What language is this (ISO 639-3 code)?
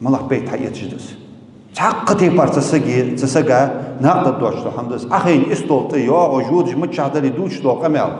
inh